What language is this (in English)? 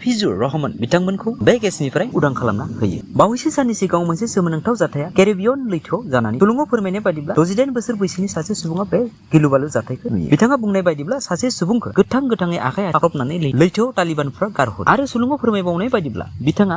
Bodo